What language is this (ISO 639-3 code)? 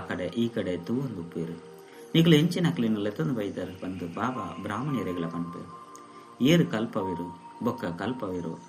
tcy